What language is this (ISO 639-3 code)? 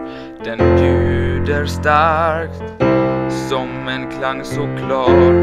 swe